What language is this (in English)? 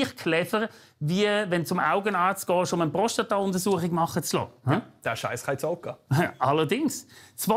Swiss German